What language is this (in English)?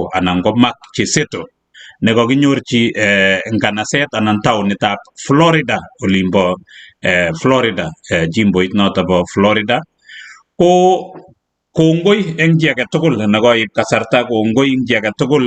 Kalenjin